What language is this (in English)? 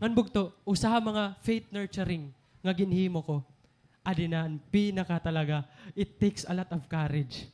Waray